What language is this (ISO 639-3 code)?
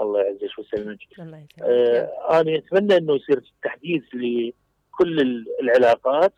acm